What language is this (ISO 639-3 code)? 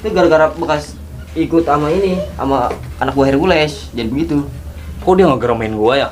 bew